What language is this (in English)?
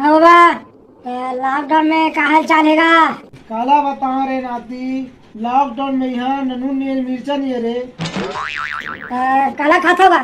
Chhattisgarhi